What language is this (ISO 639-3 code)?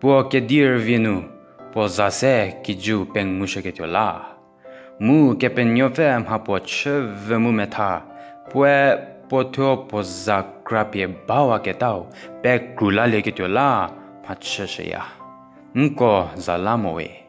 njm